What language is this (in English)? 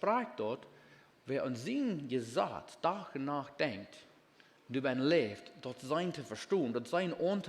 Plautdietsch